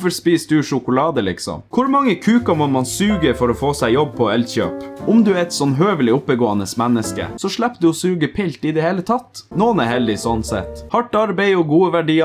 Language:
Norwegian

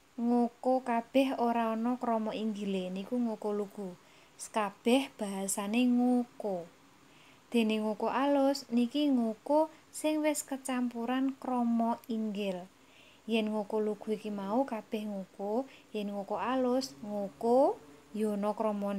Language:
Javanese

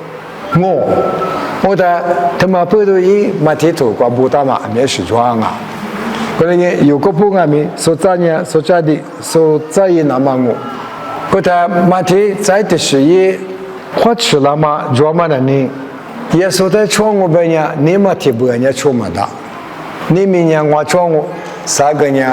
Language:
Lisu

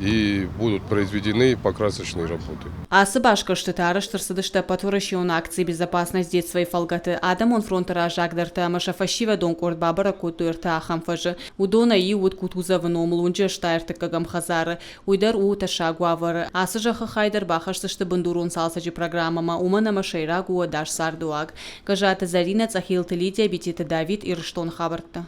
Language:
Ossetic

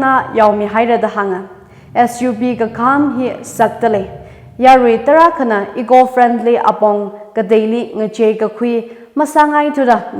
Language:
Tangkhul Naga (India)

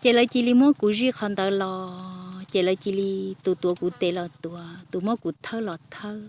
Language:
Hmong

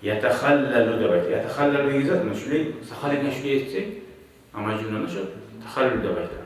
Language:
Kumyk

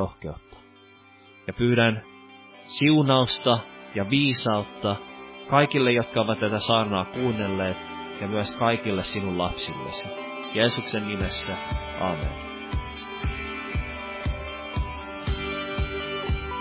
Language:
Finnish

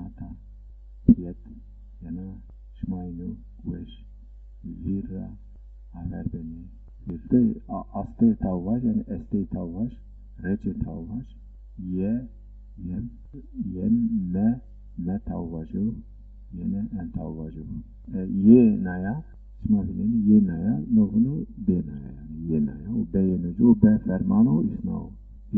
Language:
Zaza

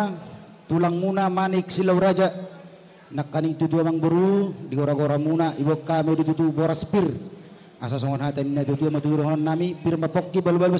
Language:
Batak Toba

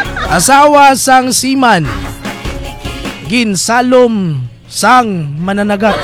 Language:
Hiligaynon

